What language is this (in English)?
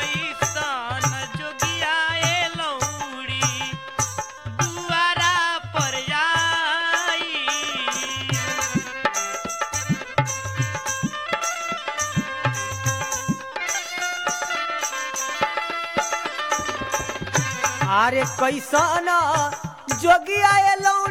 Bhojpuri